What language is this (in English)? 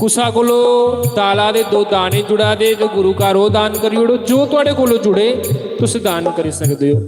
Dogri